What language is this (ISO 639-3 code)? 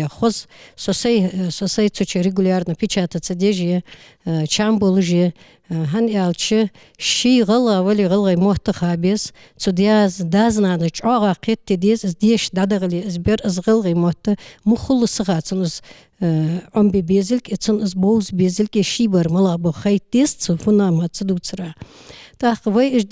inh